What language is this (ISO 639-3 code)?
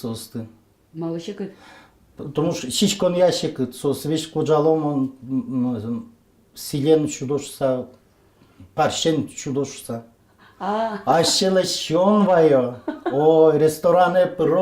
udm